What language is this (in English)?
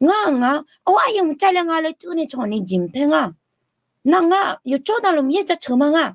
Akha